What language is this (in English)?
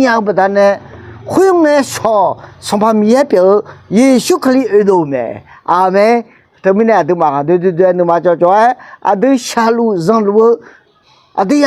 Akha